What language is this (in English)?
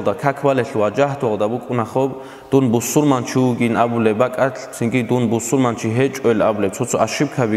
Avaric